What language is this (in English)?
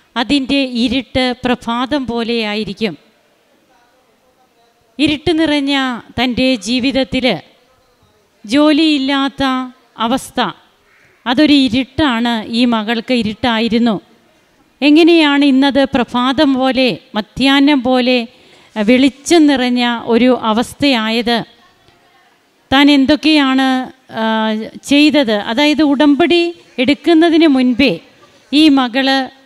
Malayalam